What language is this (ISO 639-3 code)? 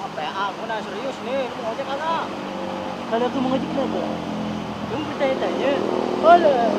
bew